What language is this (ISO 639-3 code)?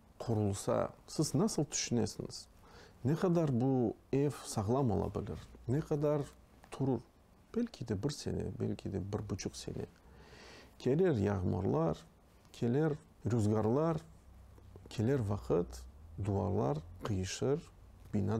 crh